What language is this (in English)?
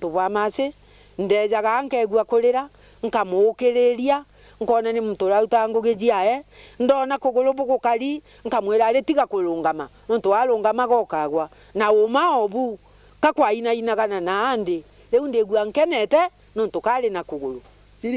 Meru